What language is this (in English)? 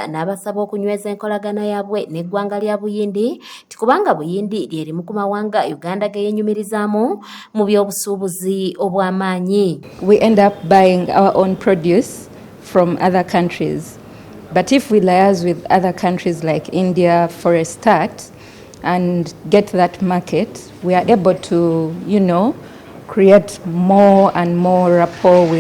Ganda